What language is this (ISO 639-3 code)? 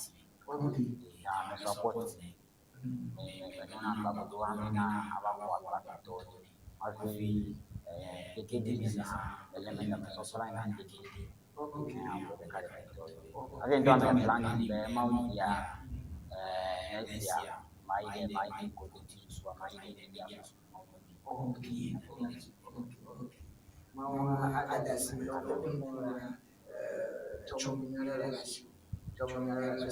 ewe